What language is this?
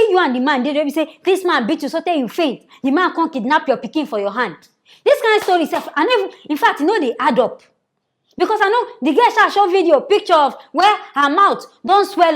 Nigerian Pidgin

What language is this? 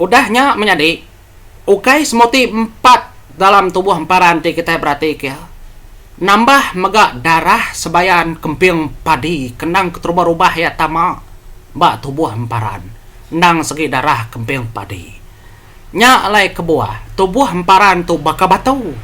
Iban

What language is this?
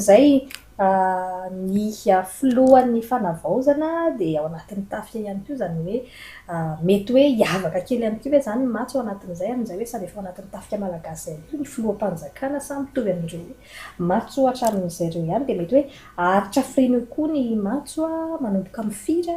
Malagasy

